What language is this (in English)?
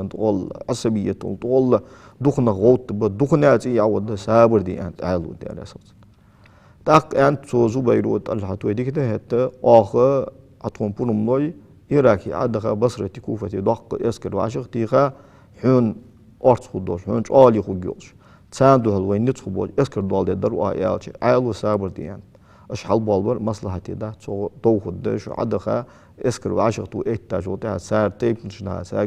Ingush